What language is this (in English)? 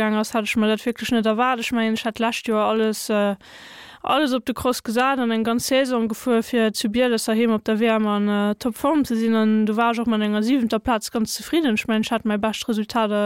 Luxembourgish